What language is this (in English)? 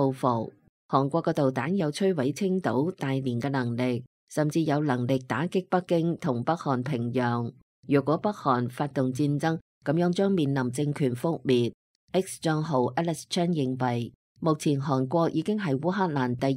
Cantonese